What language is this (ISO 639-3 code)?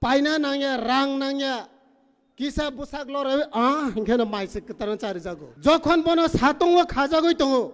trp